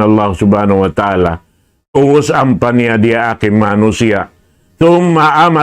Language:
Tausug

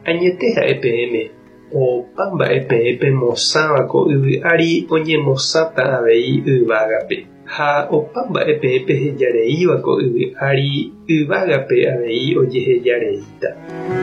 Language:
Guarani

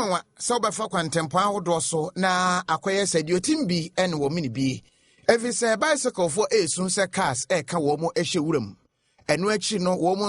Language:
Akan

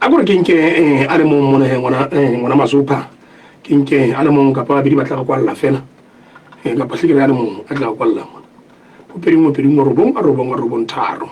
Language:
Southern Sotho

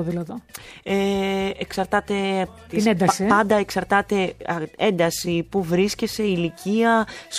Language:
Greek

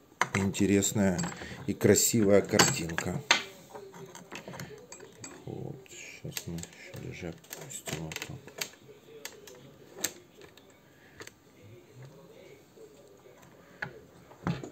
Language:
Russian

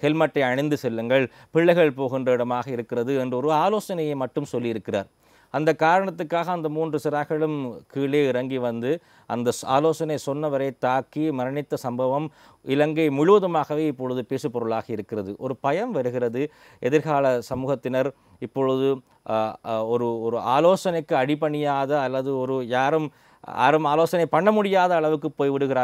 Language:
Tamil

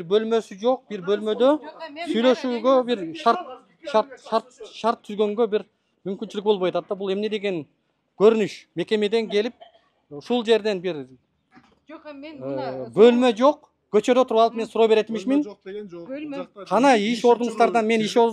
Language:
Kyrgyz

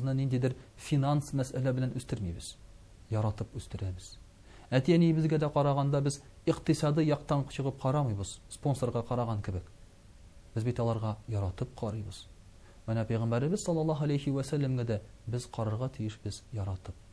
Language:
Tatar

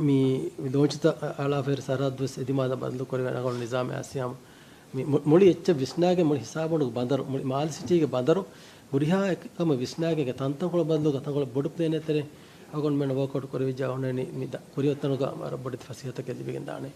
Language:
Divehi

